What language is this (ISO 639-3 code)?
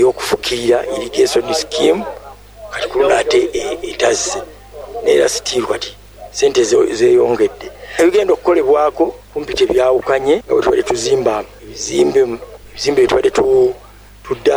lug